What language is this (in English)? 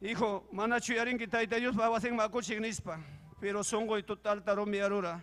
Ayacucho Quechua